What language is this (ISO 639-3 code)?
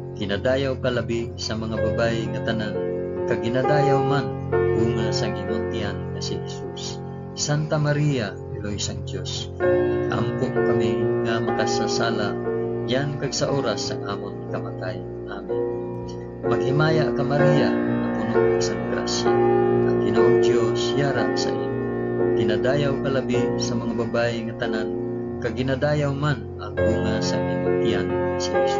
hil